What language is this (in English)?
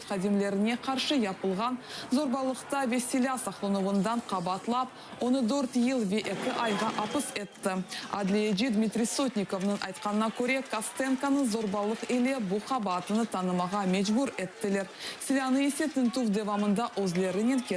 Crimean Tatar